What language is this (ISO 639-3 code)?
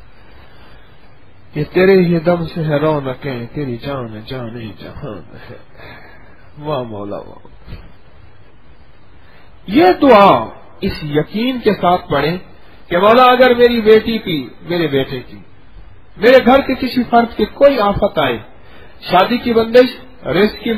urd